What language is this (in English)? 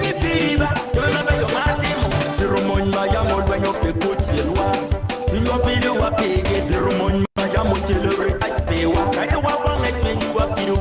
Acoli